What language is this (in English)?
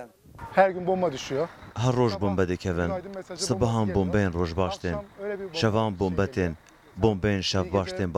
Kurdish